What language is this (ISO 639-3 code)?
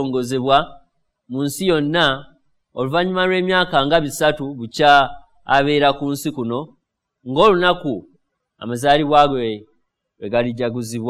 lug